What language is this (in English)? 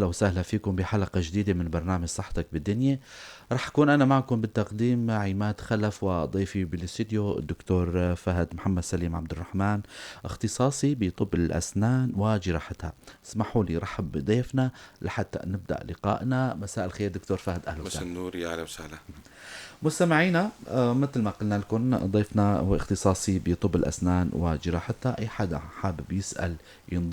North Levantine Arabic